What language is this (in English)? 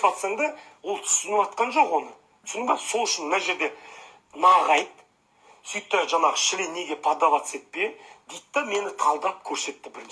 Kazakh